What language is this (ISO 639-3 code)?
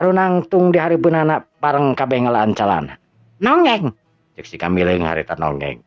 sun